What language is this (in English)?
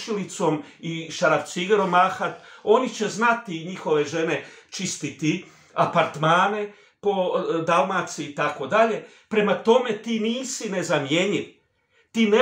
Croatian